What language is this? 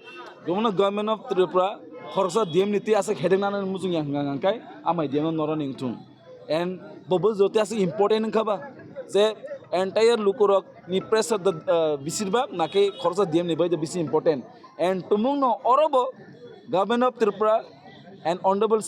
Kok Borok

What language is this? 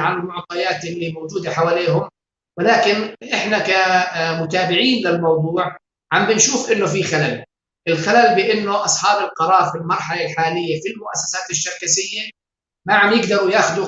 North Levantine Arabic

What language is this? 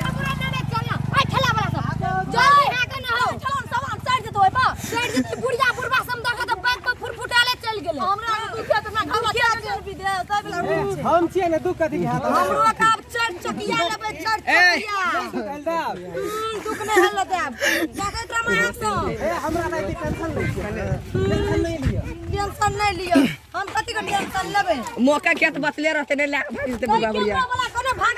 Maithili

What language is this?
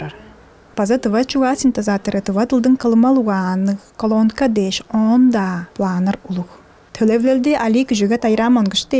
Tuvinian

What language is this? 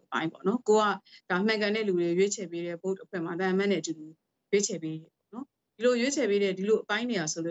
Burmese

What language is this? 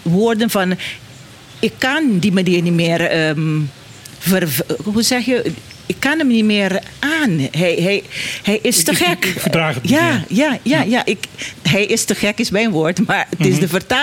Dutch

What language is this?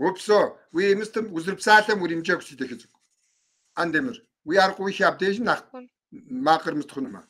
Kabardian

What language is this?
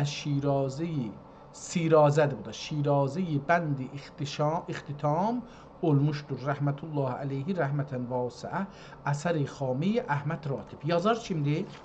South Azerbaijani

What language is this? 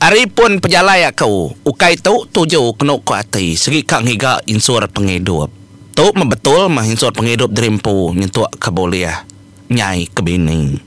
Iban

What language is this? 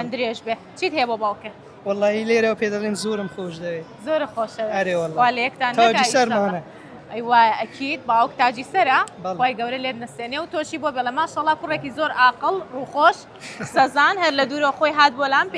Central Kurdish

